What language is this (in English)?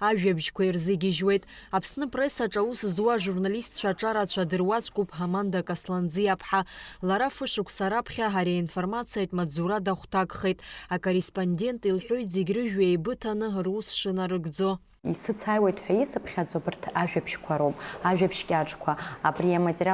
Abkhazian